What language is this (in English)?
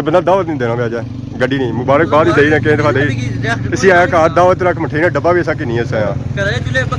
Pahari-Potwari